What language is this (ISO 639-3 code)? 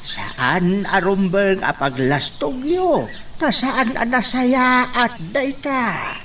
ilo